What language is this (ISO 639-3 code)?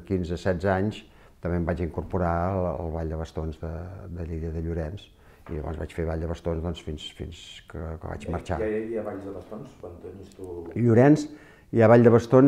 cat